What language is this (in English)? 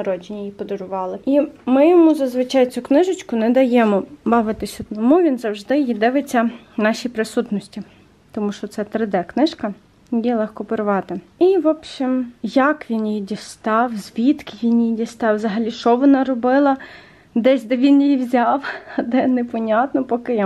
Ukrainian